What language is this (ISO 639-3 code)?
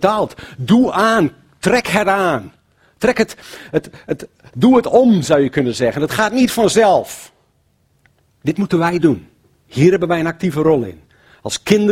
nld